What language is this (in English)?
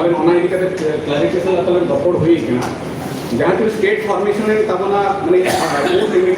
Santali